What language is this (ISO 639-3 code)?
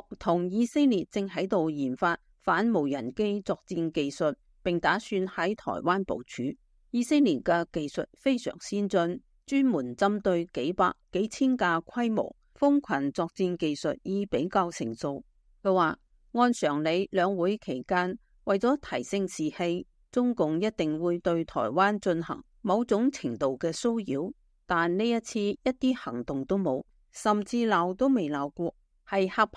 yue